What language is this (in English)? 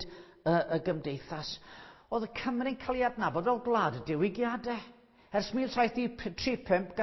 Welsh